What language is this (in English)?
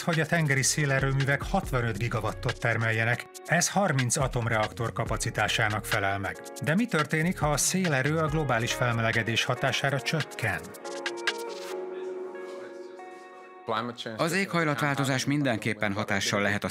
Hungarian